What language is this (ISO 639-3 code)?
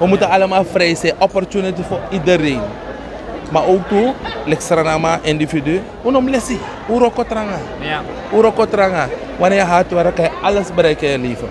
srn